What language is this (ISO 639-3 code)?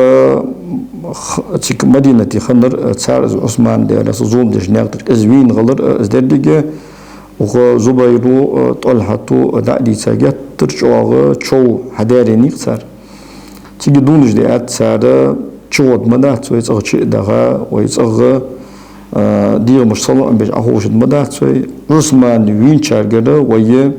inh